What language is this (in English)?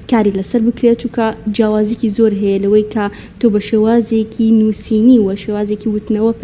Central Kurdish